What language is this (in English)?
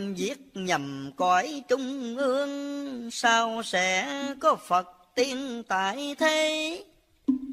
Vietnamese